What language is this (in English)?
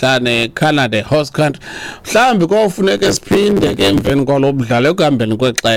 Xhosa